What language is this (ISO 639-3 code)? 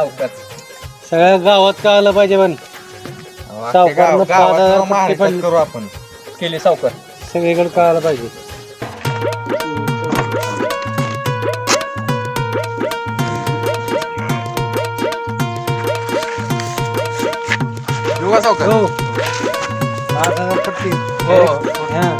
mar